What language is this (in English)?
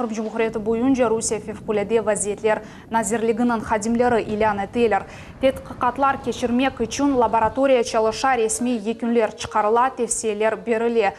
Crimean Tatar